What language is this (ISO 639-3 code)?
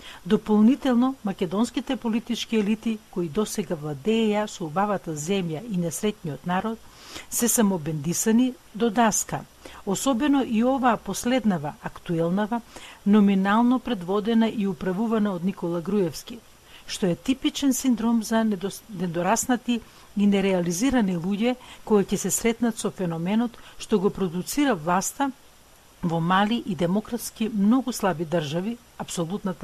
mkd